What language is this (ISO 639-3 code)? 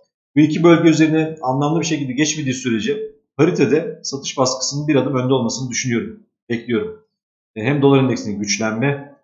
tur